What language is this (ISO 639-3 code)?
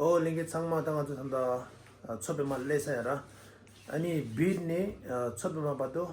bod